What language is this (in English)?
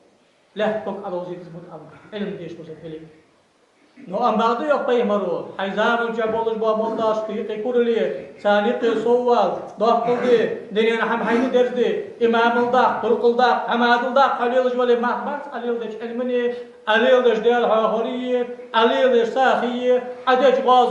Ingush